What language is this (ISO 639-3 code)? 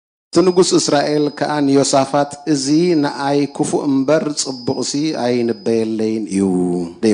tir